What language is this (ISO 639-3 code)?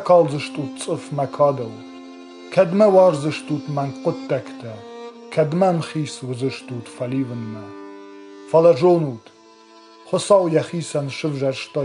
oss